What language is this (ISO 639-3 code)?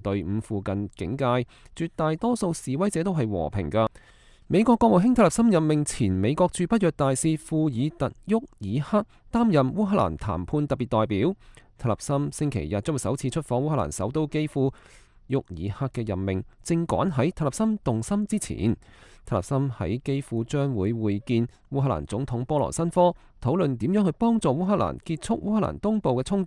yue